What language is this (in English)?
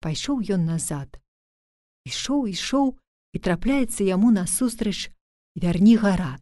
Belarusian